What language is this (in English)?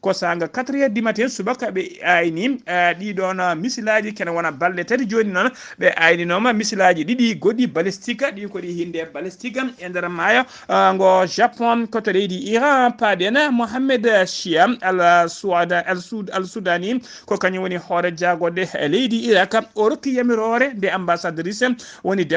Fula